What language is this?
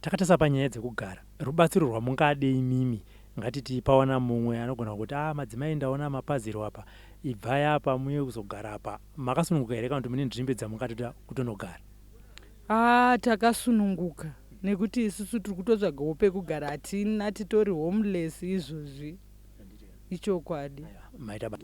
Shona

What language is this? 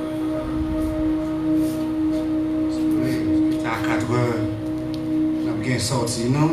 French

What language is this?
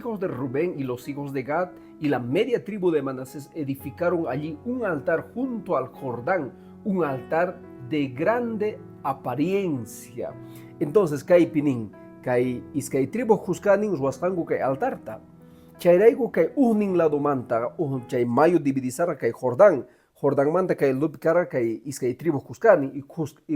Quechua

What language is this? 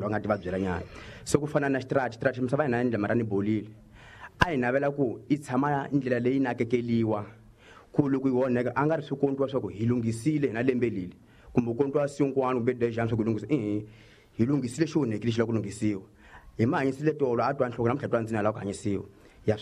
Tsonga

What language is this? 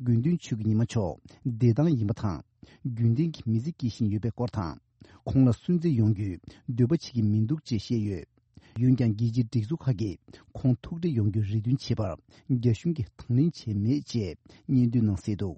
Tibetan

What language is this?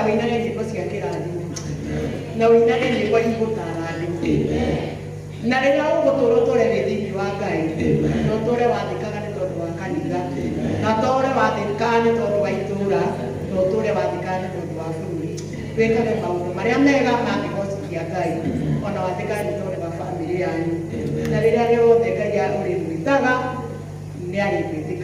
Kikuyu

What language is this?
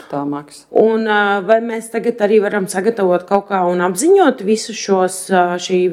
Latvian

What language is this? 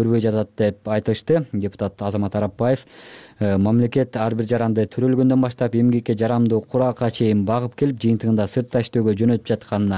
Kyrgyz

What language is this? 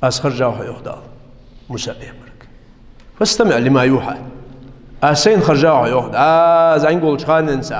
Ingush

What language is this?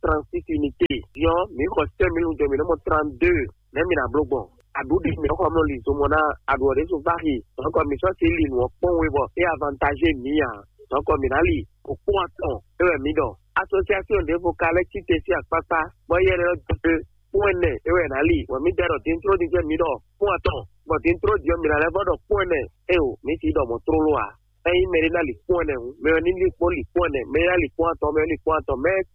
Fon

